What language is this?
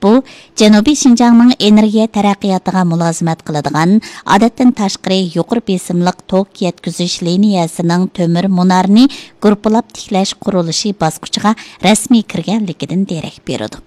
Uyghur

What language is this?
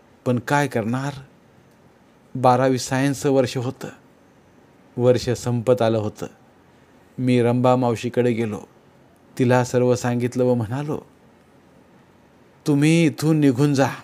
Marathi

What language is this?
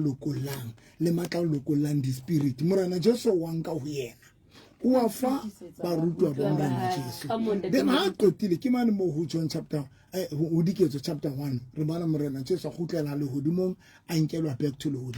Southern Sotho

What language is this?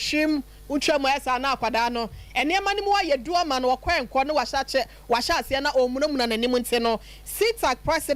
Akan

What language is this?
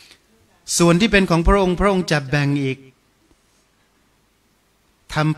Thai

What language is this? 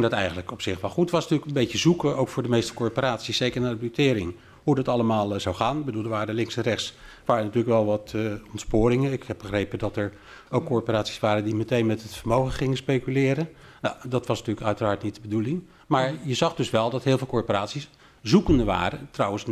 Dutch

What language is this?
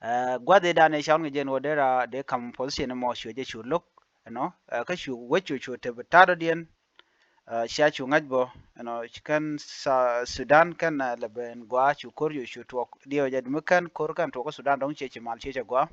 Nuer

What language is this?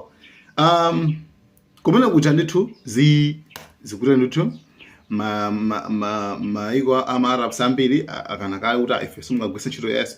Nyanja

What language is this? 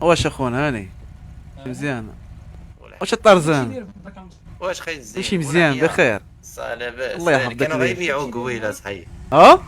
Moroccan Arabic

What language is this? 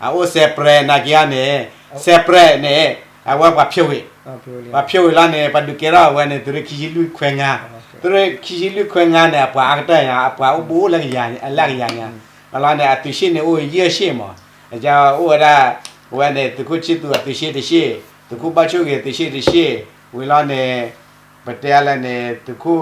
S'gaw Karen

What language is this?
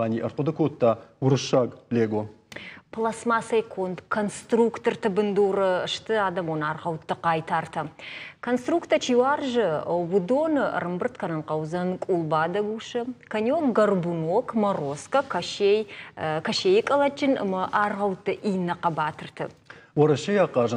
Ossetic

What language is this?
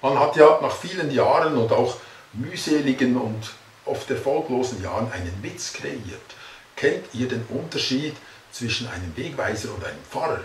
Swiss German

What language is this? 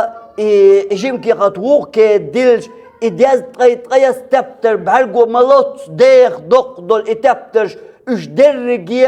Chechen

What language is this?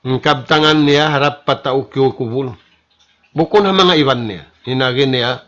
Tausug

